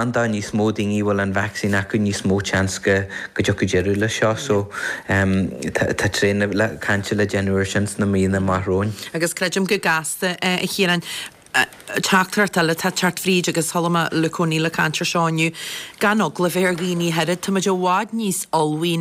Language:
Irish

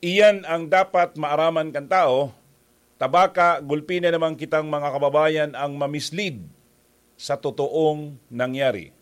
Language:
Bikol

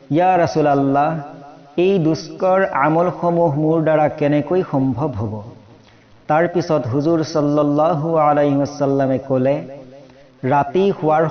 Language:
Assamese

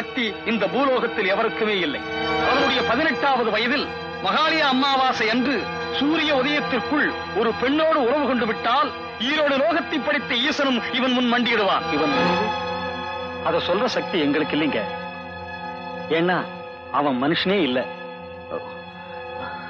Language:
Tamil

